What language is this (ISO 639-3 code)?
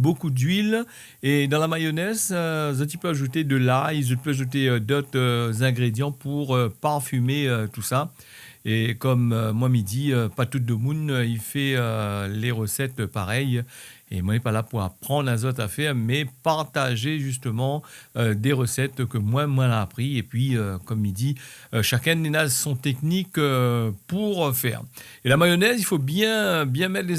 rcf